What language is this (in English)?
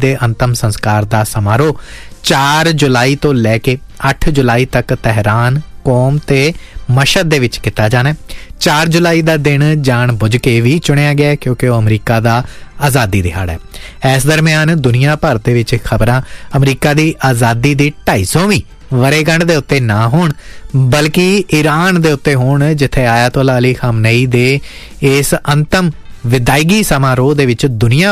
Punjabi